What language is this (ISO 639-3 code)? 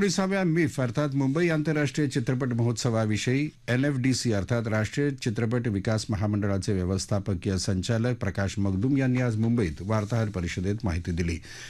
mar